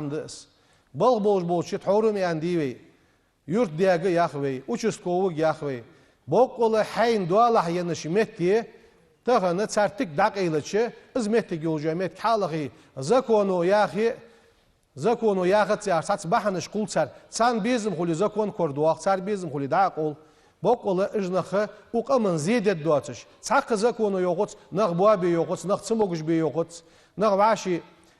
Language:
Ingush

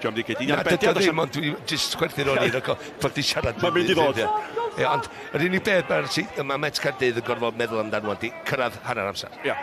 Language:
Welsh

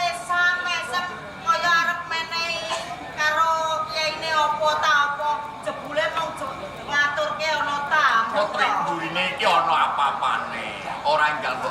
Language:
Javanese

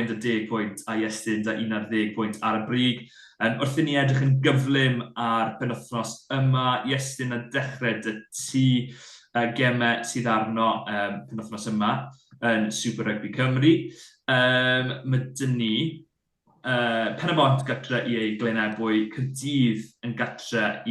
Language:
Welsh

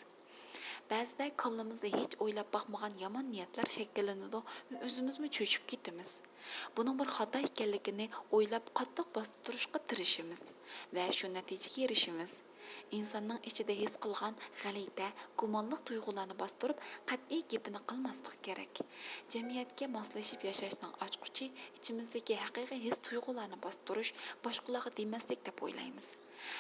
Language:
Uyghur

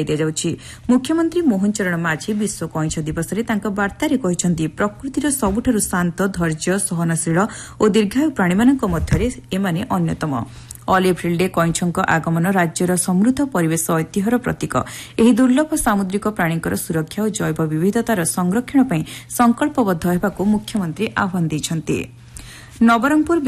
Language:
Odia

